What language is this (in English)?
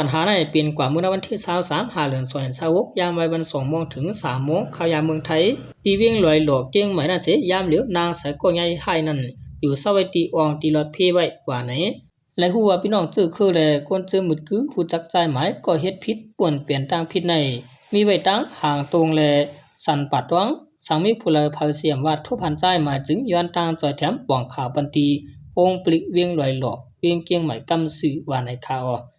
Shan